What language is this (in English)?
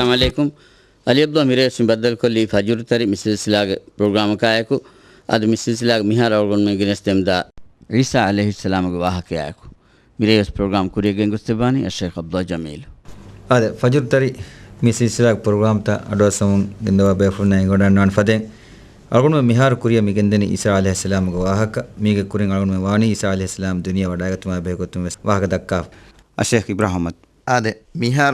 Divehi